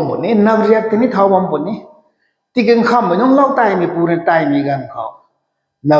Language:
Rongmei Naga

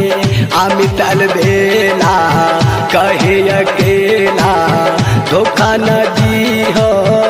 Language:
Bhojpuri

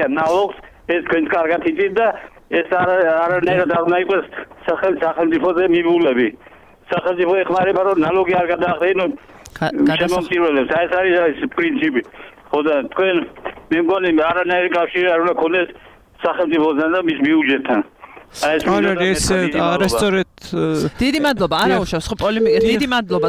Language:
Georgian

